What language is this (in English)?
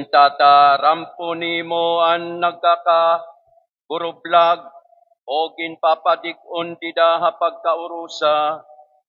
Waray